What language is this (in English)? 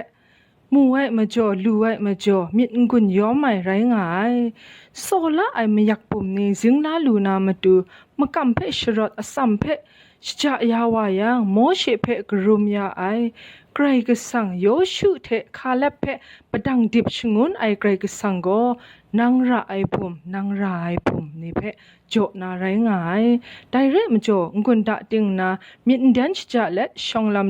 Kachin